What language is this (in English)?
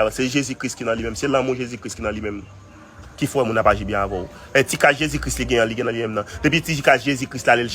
Haitian Creole